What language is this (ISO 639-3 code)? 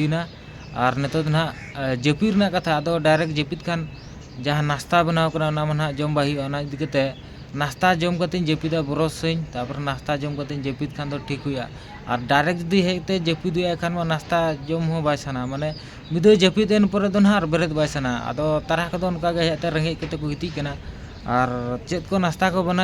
sat